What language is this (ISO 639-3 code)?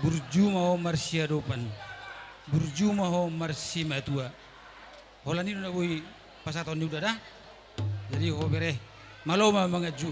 bbc